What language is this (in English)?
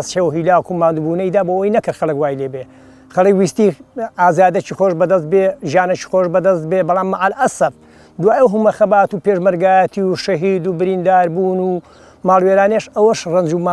Central Kurdish